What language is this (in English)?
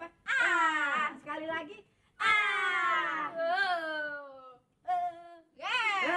Betawi